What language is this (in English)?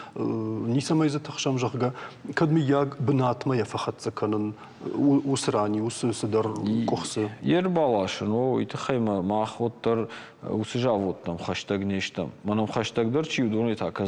Ossetic